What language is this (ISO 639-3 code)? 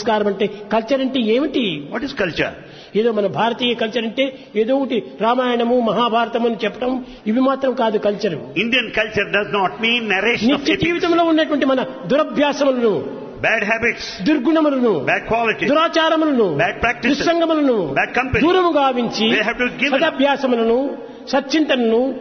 tel